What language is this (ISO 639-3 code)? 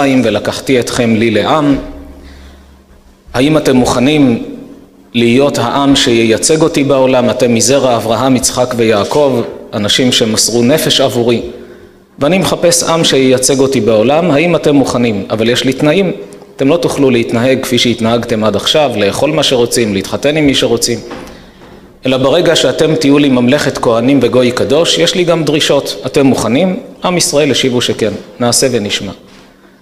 heb